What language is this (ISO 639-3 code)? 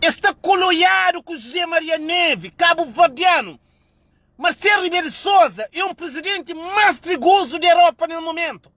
kea